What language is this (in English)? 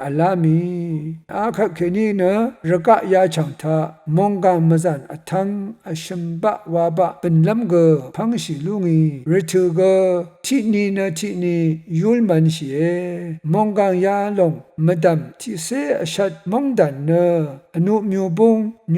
Rawang